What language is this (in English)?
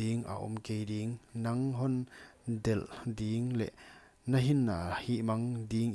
Paite Chin